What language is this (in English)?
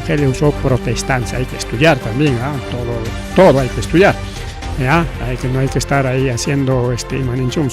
Ayacucho Quechua